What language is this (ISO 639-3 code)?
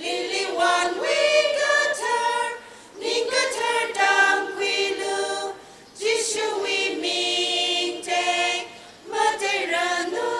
nmf